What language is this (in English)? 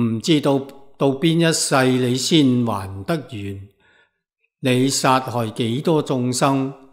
Cantonese